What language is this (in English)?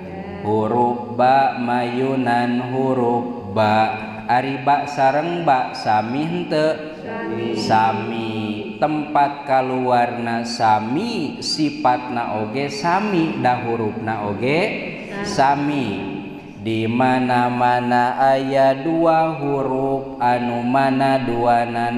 Sundanese